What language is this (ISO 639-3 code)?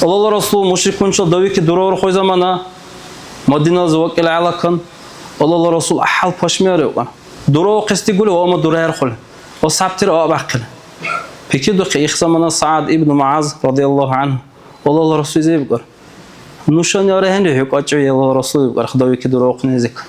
dar